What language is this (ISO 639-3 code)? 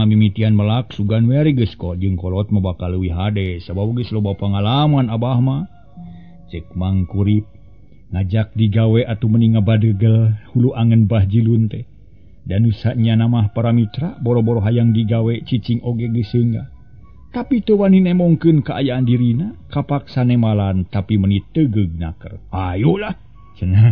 sun